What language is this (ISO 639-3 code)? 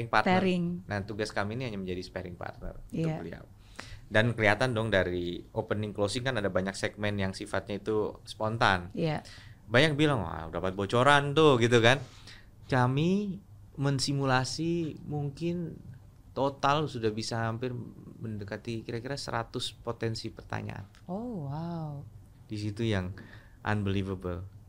ind